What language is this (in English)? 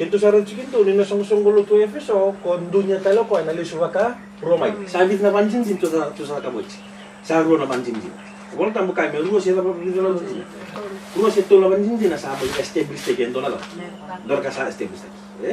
Fijian